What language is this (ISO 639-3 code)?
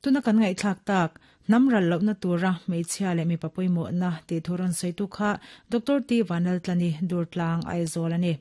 lus